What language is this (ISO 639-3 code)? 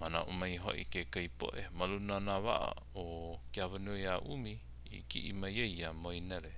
haw